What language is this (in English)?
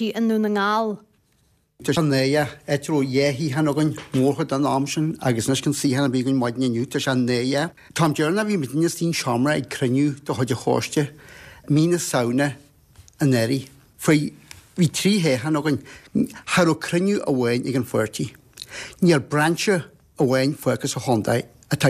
Irish